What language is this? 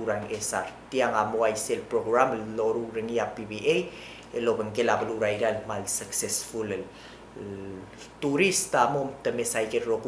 Palauan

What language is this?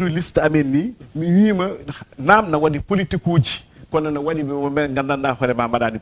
Fula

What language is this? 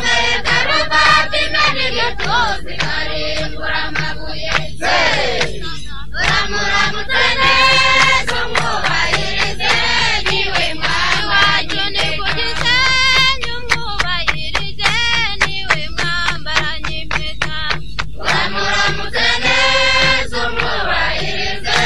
Kinyarwanda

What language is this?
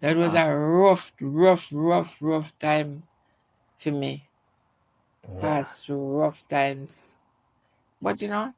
Jamaican Creole English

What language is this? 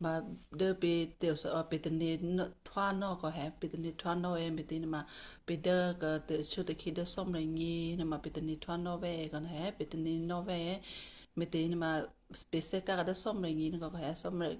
Western Kayah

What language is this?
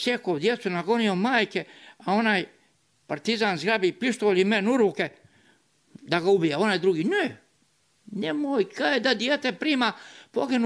Serbian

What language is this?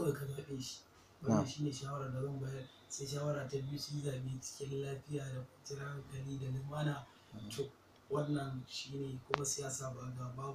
Hausa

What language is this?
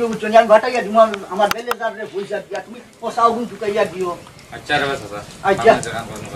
Sylheti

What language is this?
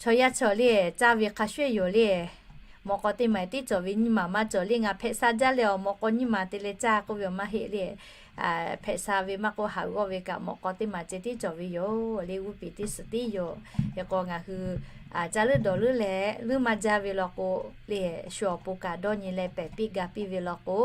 Lahu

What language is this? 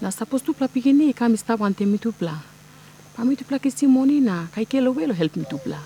Tok Pisin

